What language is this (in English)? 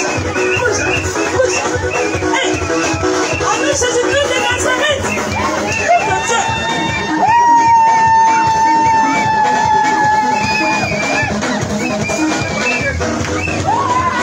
French